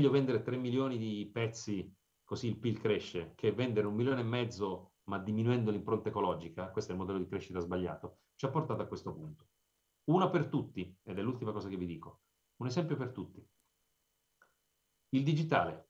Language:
Italian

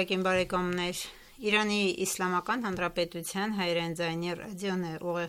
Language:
Armenian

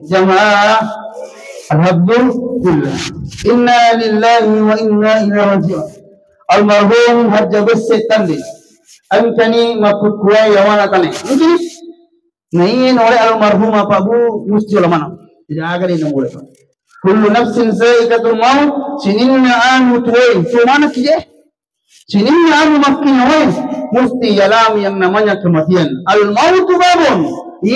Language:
Buginese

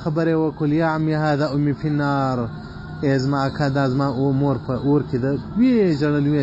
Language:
Pashto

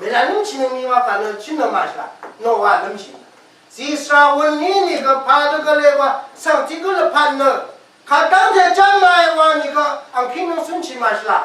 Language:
Rawang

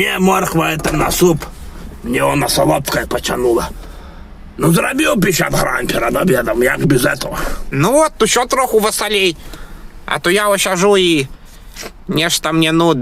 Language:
Belarusian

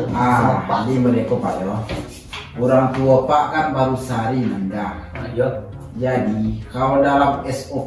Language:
Minangkabau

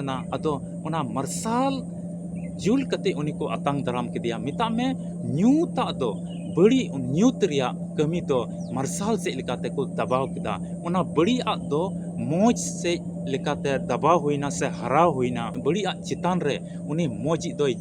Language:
Santali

